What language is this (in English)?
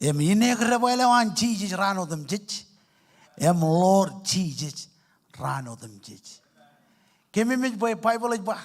Marshallese